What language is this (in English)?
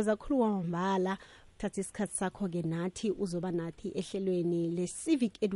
South Ndebele